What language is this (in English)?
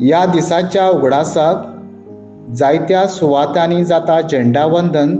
Konkani